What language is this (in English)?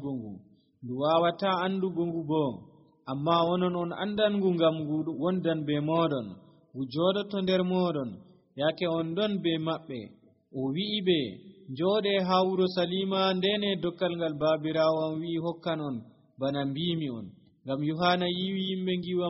Nigerian Fulfulde